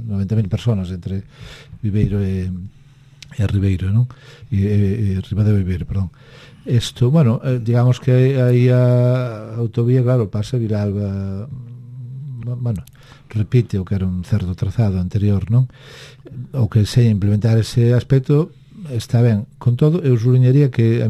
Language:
Galician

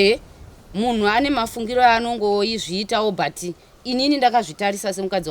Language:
Shona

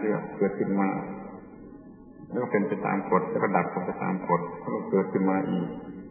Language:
Thai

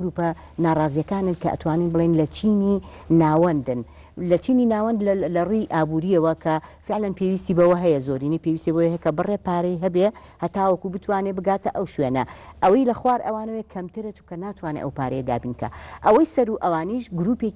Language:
Central Kurdish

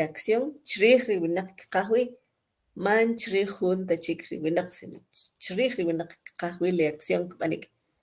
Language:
Kʼicheʼ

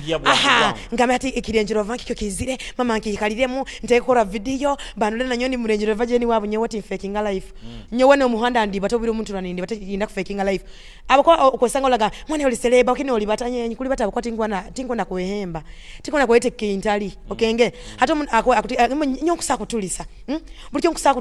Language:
Nyoro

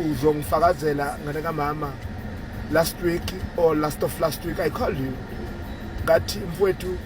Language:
Zulu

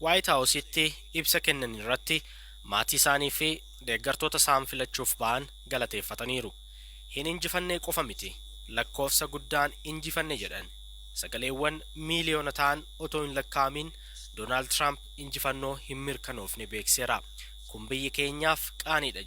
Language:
Oromo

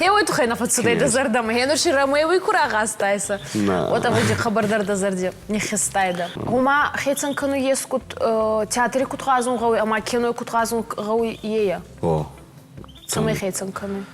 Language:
Ossetic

